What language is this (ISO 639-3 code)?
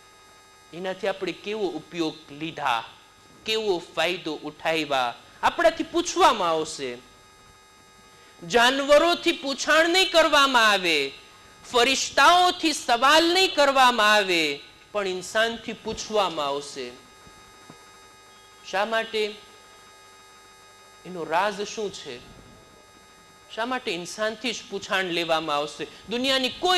guj